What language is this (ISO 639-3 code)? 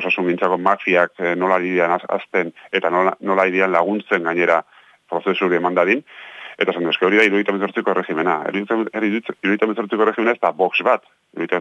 eus